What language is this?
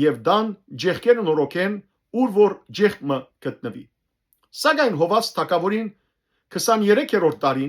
Western Armenian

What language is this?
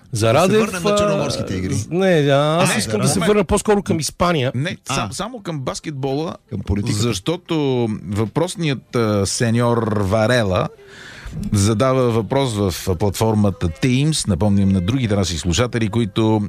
Bulgarian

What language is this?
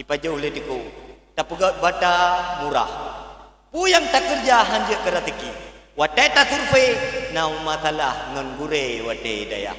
Achinese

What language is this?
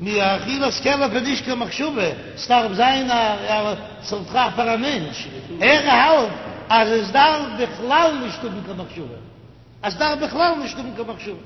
Yiddish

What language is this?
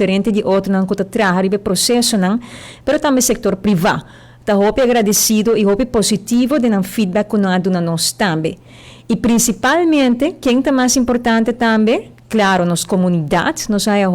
Papiamento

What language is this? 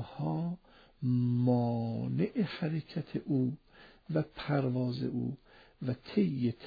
Persian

